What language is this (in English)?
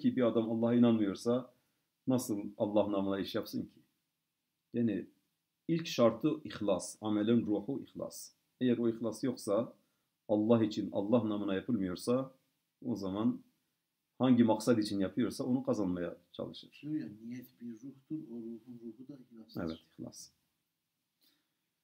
Turkish